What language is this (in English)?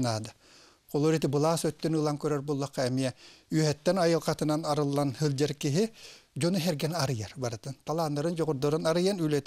Yakut